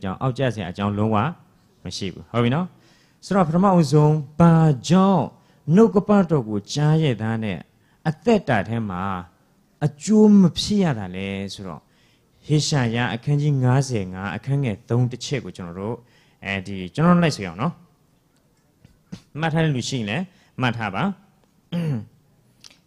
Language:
Burmese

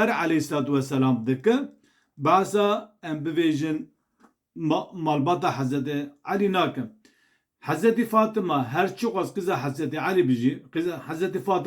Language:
Kurdish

